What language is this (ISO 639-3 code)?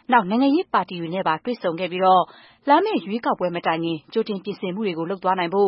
mya